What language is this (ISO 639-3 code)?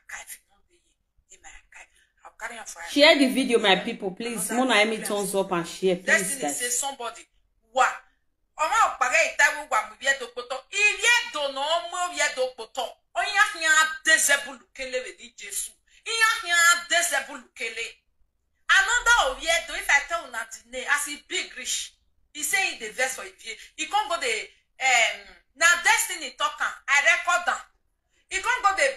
pcm